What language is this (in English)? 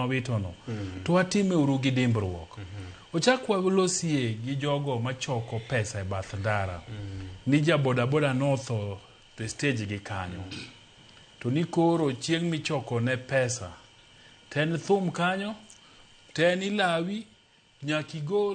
Luo (Kenya and Tanzania)